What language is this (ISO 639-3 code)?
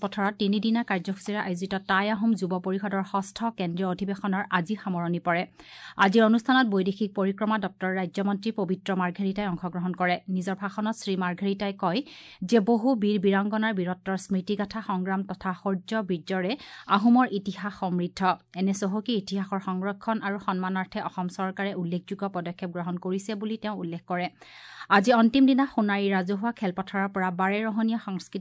asm